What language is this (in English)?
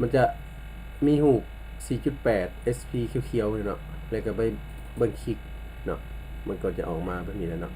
Lao